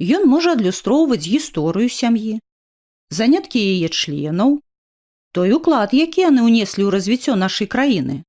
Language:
Belarusian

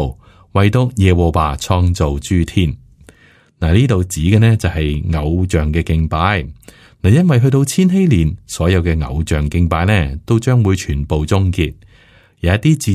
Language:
Cantonese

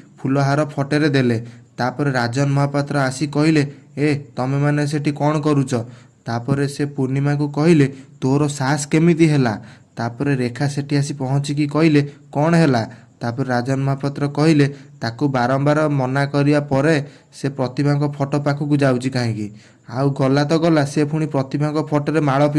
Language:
Odia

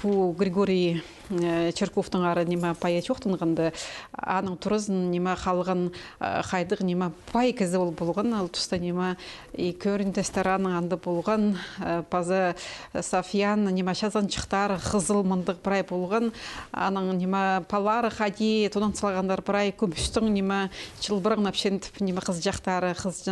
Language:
Khakas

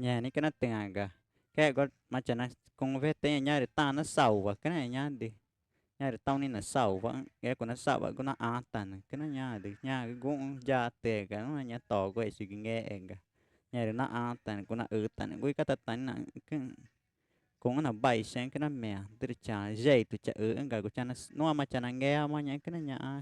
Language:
Ticuna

